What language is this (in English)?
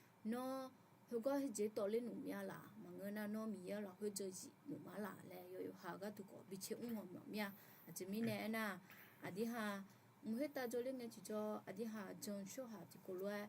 Akha